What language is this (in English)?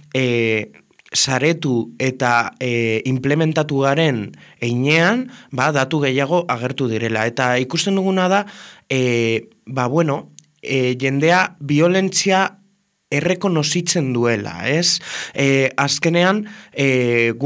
Basque